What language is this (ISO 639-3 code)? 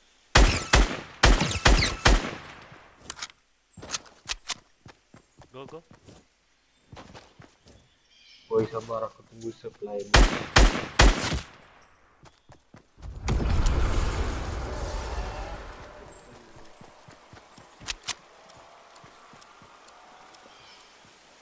msa